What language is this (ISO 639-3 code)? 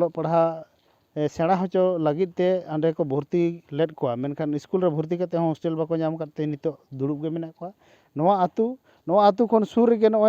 sat